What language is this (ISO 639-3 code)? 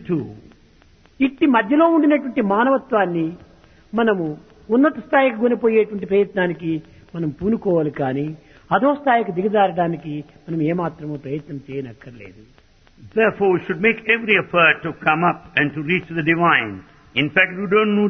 tel